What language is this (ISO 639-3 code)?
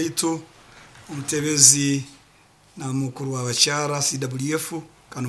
nyo